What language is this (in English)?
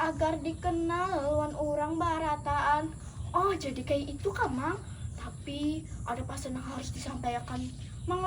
Banjar